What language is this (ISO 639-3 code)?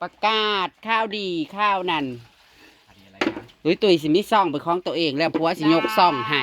tts